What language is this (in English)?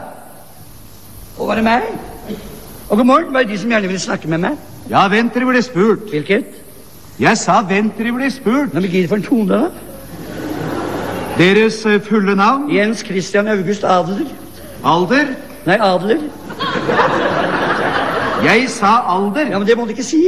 Norwegian